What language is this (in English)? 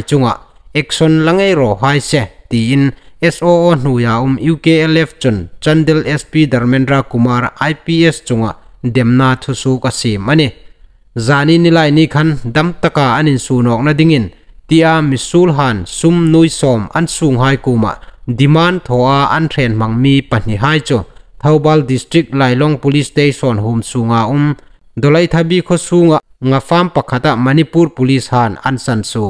Hmar